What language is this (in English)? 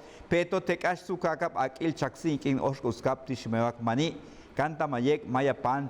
Yucateco